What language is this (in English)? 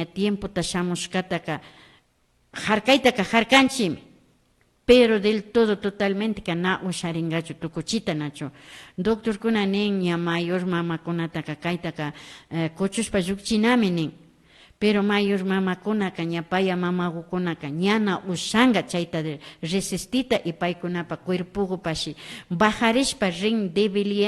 Imbabura Highland Quichua